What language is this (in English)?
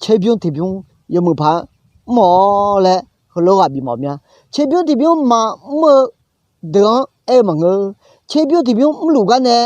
Akha